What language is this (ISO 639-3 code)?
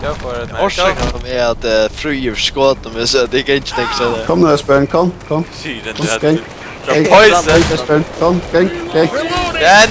fao